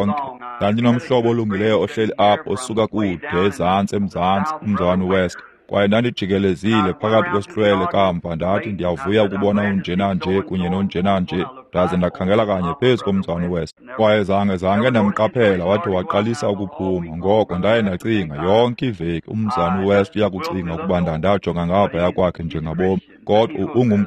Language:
Xhosa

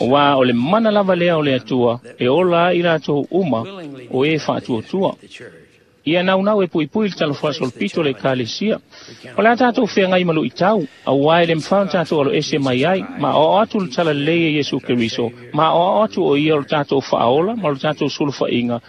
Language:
Samoan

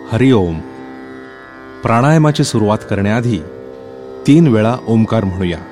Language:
Marathi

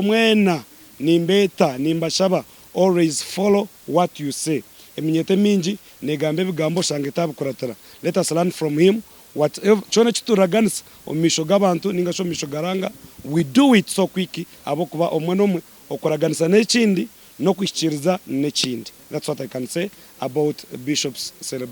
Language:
Nyankole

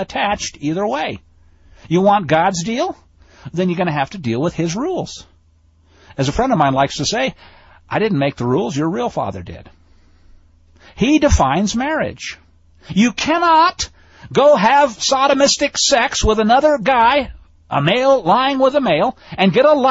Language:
English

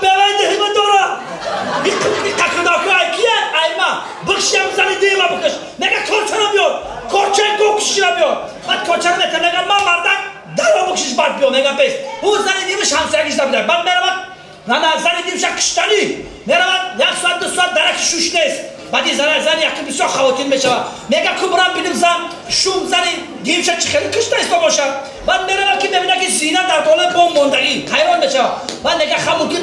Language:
Tajik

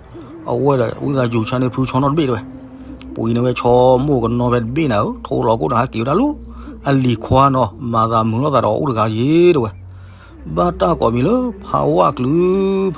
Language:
S'gaw Karen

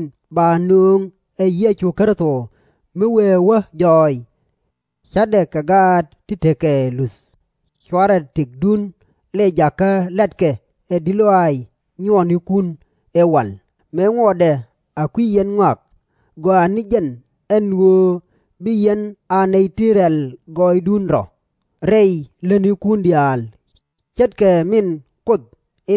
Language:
Nuer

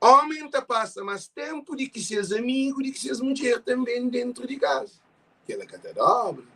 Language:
Kabuverdianu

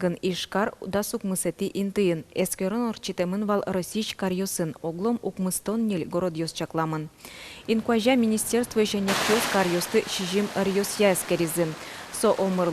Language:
Udmurt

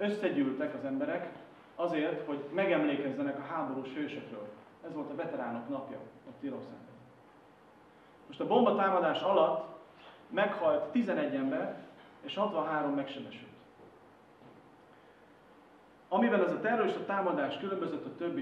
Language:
Hungarian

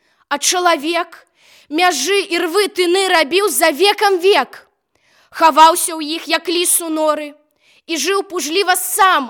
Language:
Belarusian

